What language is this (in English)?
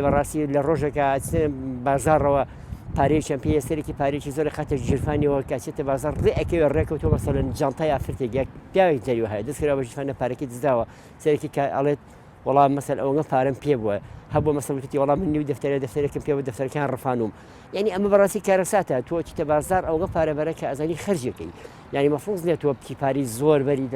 Central Kurdish